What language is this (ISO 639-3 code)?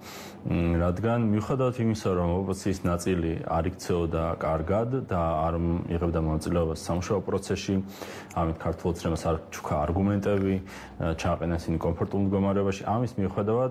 kat